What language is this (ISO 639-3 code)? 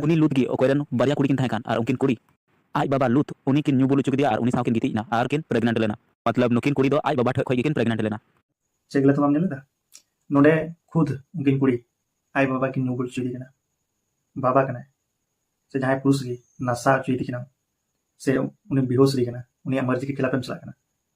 sat